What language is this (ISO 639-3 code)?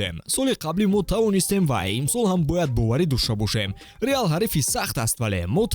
tgk